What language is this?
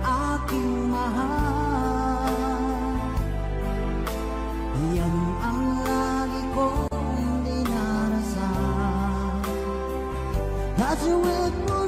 Filipino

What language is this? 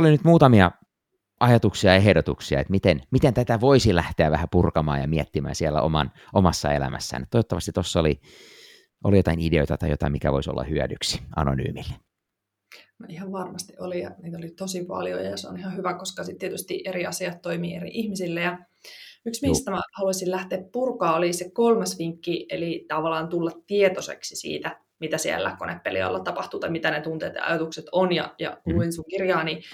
Finnish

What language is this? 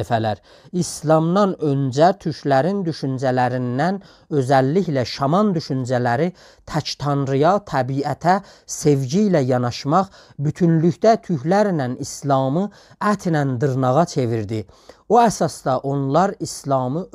South Azerbaijani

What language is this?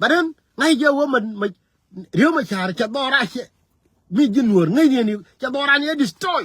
Nuer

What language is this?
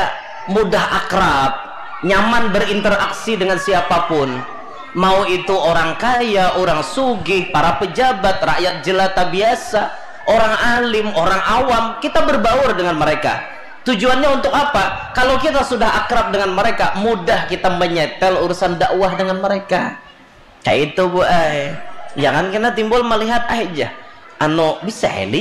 Banjar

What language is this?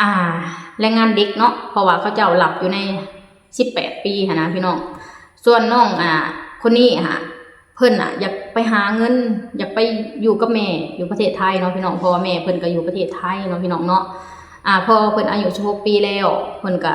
Lao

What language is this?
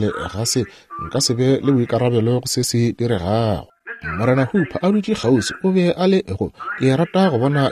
Northern Sotho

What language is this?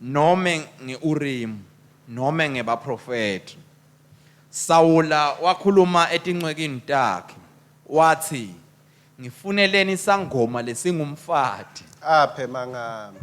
Swati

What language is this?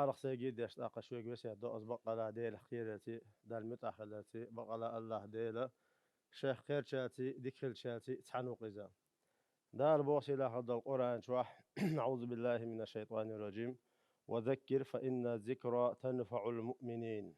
Chechen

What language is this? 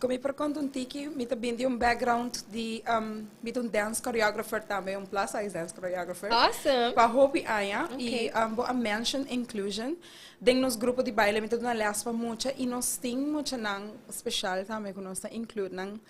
Papiamento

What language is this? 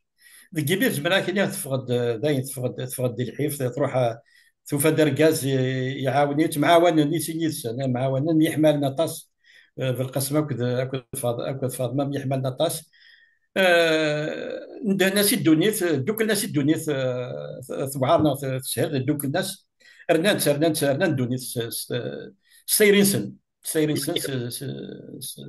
Kabyle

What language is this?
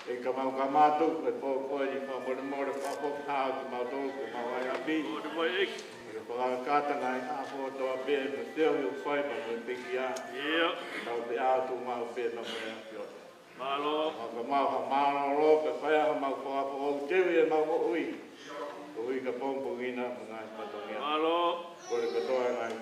Tongan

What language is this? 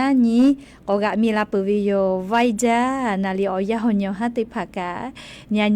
Lahu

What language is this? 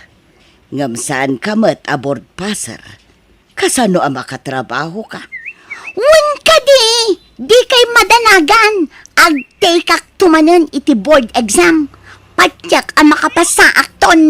Iloko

